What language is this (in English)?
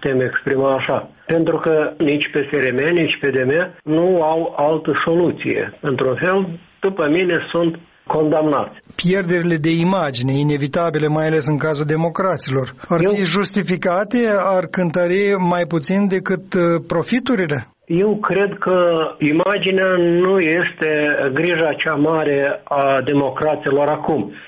Romanian